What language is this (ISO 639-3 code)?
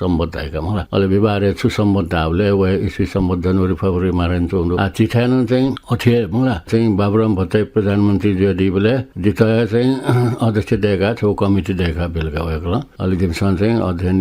new